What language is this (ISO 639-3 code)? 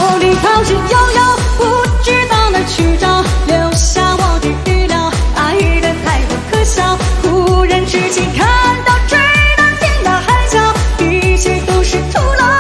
zho